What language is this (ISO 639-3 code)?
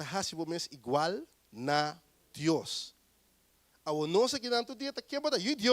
pap